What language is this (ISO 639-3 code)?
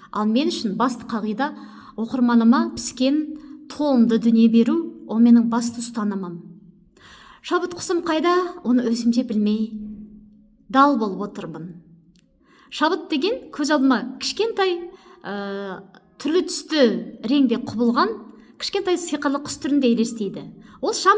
kaz